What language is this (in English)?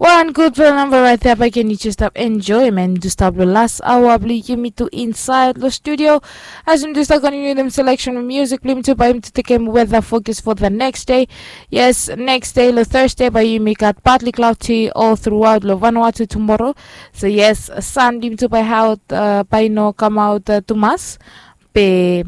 Bislama